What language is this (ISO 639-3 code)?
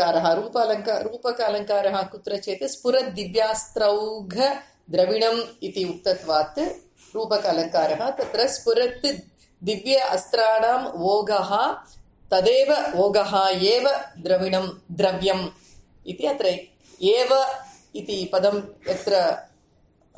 san